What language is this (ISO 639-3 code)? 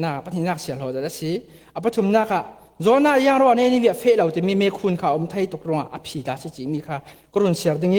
cfm